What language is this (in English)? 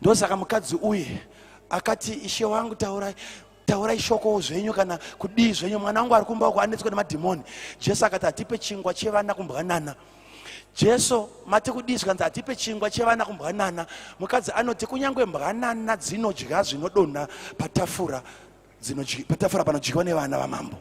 Shona